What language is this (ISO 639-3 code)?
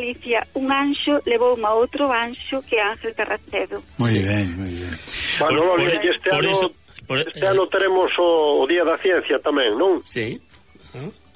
glg